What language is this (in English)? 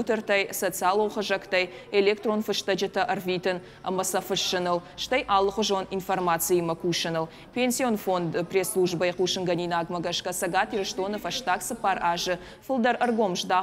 Ossetic